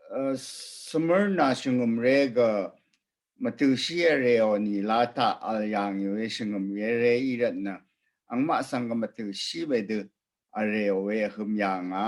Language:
Rawang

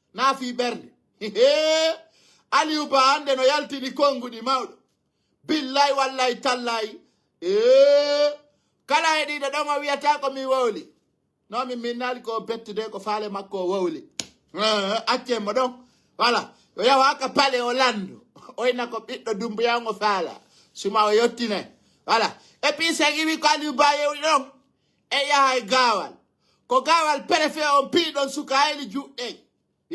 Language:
Fula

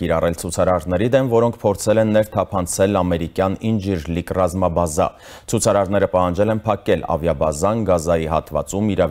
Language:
Armenian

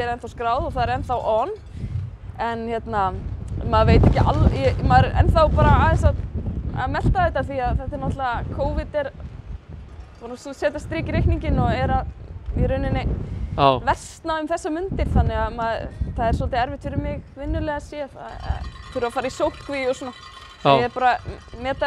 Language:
Icelandic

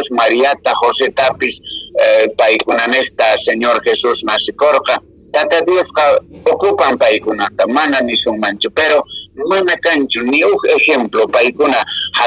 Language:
Quechua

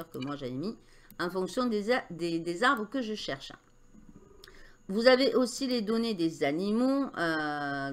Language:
French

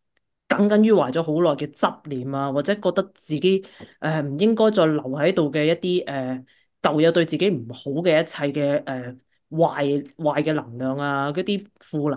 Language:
Cantonese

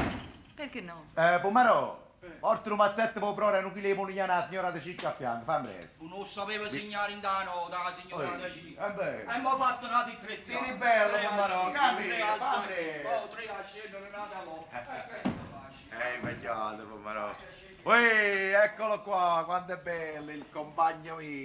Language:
Neapolitan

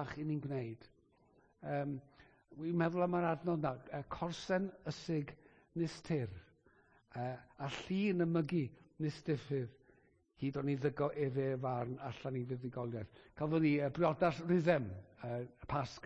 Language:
Welsh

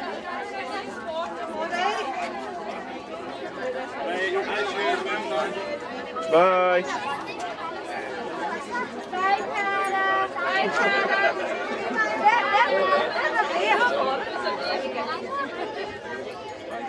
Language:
English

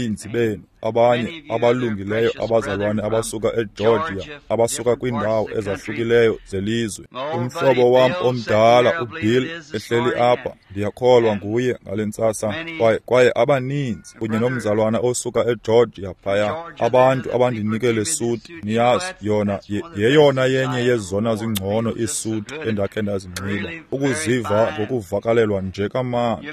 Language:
Xhosa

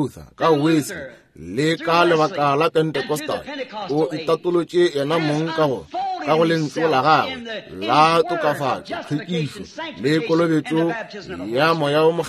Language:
Northern Sotho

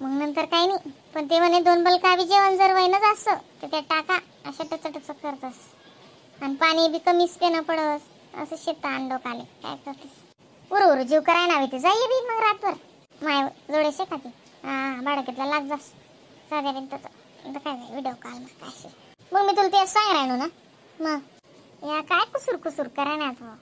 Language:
Khandesi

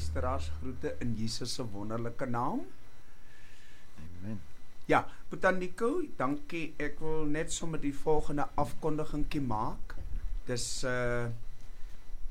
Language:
Afrikaans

